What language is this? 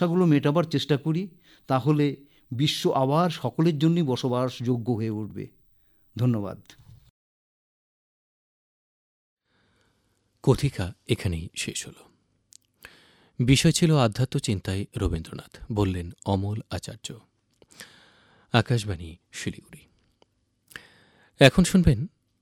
Bangla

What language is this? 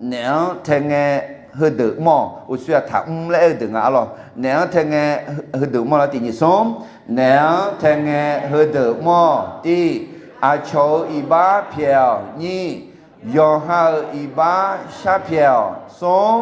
Akha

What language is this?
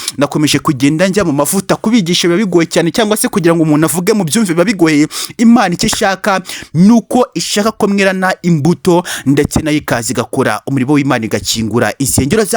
Kinyarwanda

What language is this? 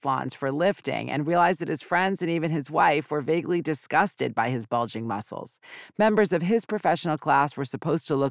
English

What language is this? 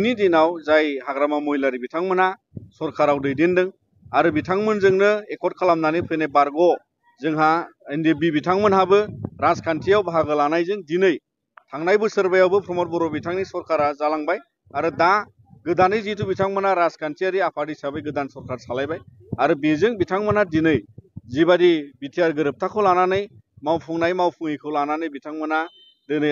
Bodo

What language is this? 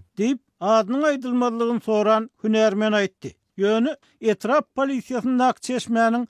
Turkmen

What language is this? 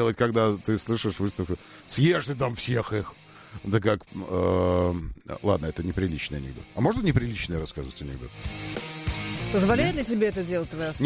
Russian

